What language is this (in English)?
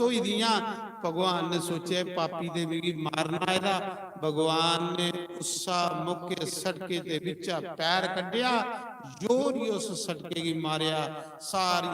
Dogri